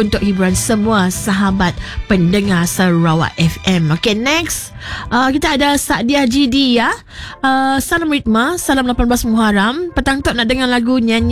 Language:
Malay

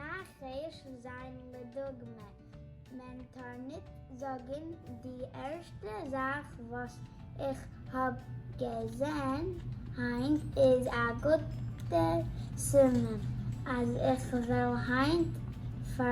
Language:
Yiddish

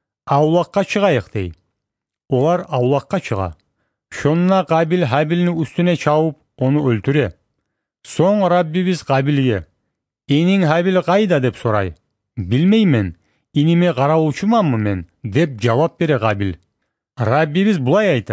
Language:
Kumyk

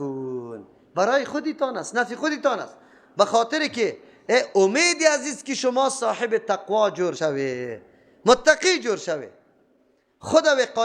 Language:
Persian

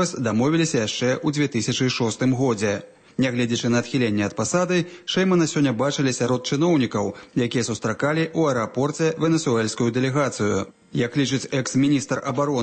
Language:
Belarusian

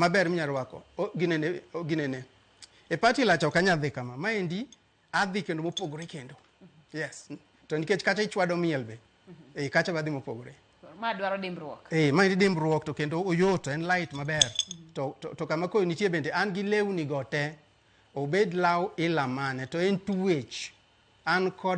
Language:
Luo (Kenya and Tanzania)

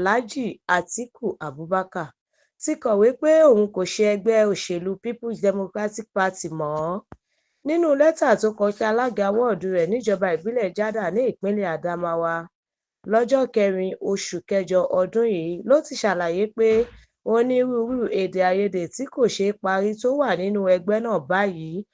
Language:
Yoruba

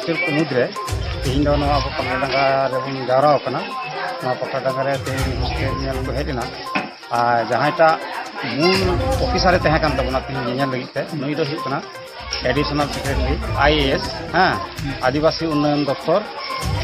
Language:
Santali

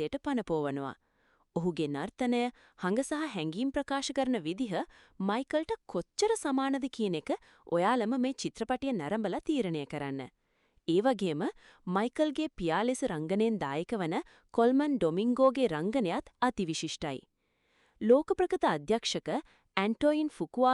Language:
Sinhala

